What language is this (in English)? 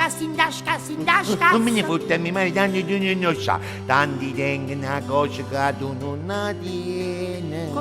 Neapolitan